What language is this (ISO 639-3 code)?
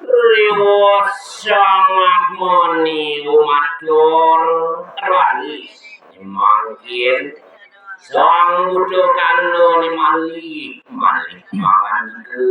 ban